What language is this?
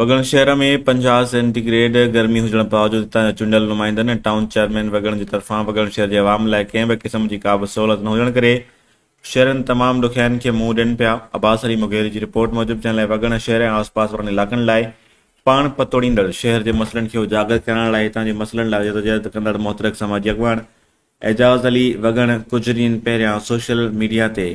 Sindhi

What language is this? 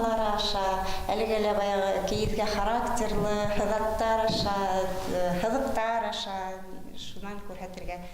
Bashkir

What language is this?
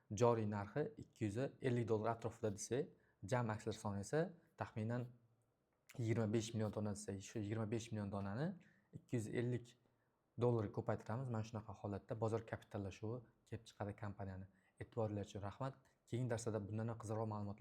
Uzbek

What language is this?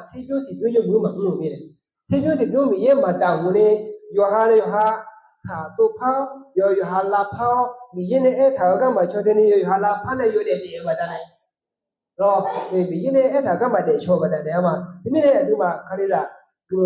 Akha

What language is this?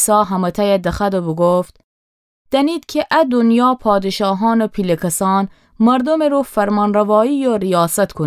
Gilaki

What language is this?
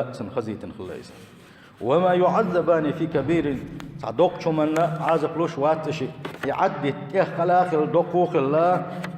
Chechen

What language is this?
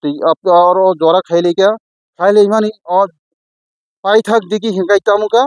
Kok Borok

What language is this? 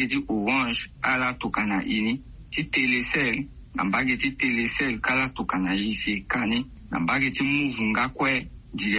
Sango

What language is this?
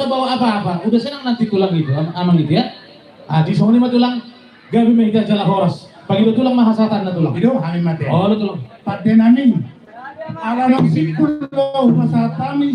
Batak Toba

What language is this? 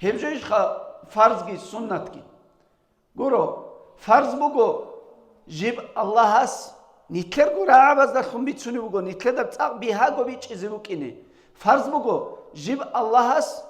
Avaric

